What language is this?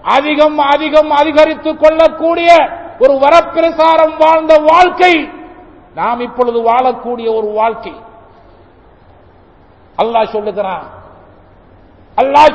Tamil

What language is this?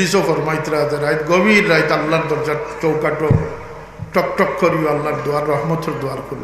Sylheti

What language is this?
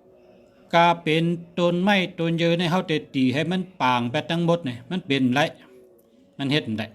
Shan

